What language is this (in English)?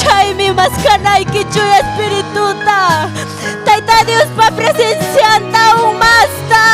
Ayacucho Quechua